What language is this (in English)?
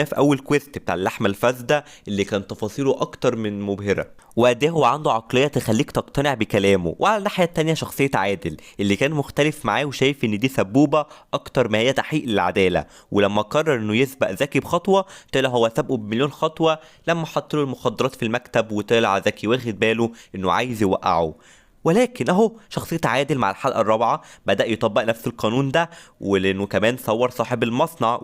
Egyptian Arabic